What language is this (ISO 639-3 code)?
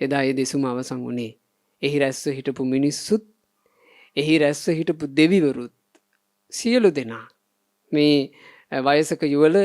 sin